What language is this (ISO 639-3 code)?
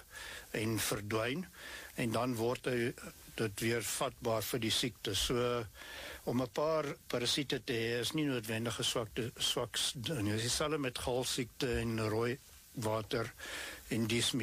afr